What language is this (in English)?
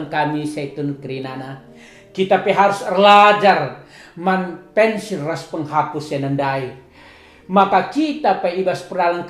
Batak Karo